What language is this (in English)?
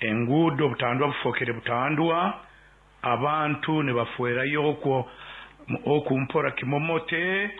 Nyoro